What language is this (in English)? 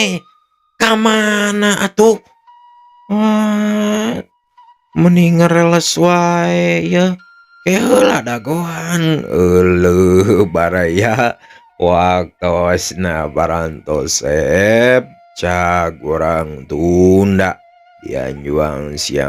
Sundanese